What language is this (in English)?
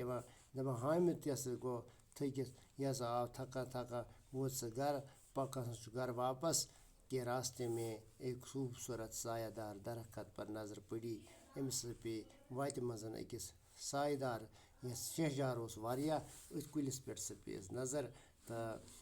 Kashmiri